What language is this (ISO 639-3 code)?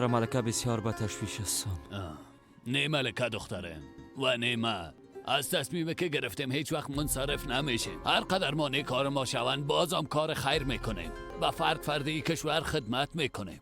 fas